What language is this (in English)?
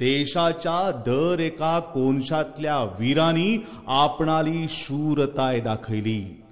Konkani